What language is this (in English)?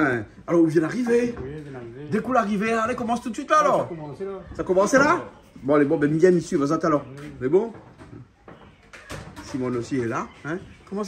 Réunion Creole French